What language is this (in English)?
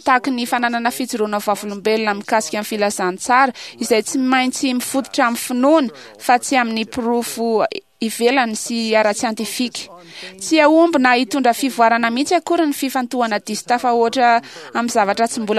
Malagasy